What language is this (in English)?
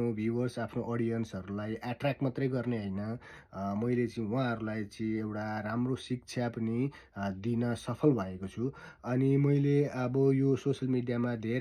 Nepali